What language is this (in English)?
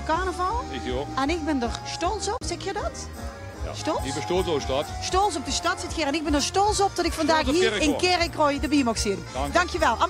Limburgish